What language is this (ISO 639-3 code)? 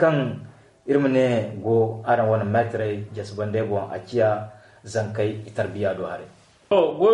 dje